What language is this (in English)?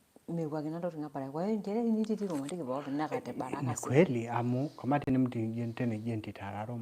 Masai